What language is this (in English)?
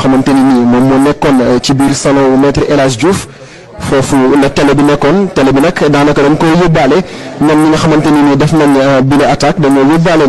Wolof